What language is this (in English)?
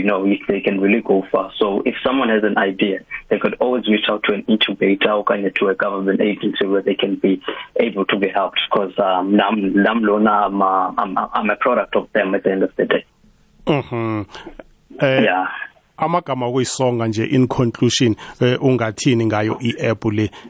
South Ndebele